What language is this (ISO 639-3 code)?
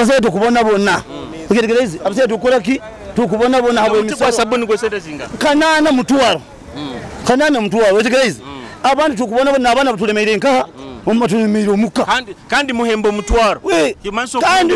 nyo